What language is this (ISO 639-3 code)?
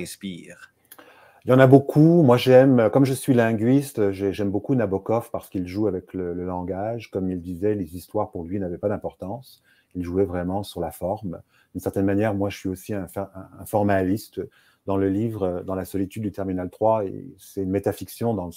fra